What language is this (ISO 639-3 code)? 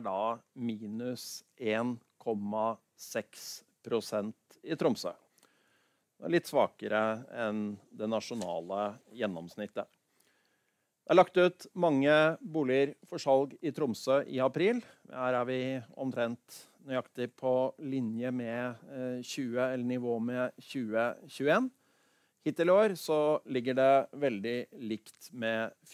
nor